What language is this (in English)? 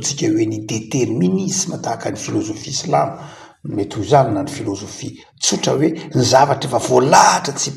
Malagasy